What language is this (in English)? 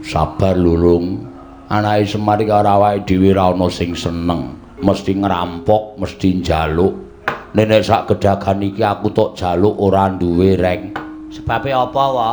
Javanese